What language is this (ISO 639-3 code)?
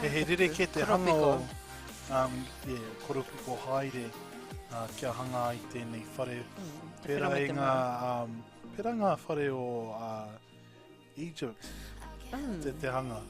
mri